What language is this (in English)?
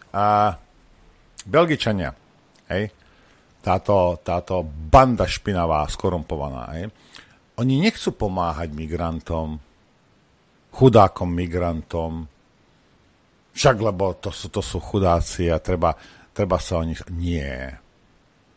Slovak